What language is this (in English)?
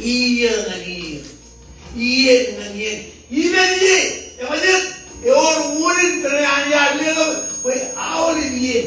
Marshallese